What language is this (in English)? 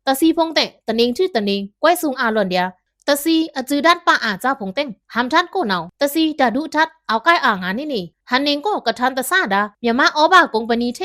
Pa'o Karen